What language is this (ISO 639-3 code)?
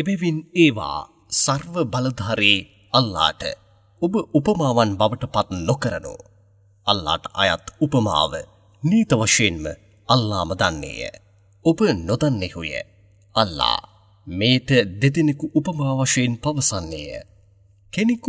sin